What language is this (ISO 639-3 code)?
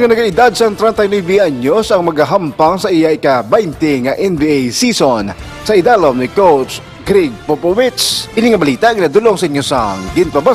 hil